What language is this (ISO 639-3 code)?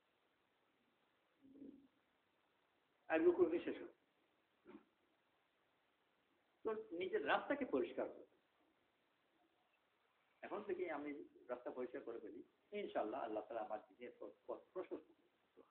ben